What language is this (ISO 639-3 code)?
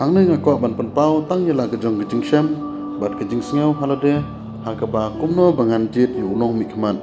kha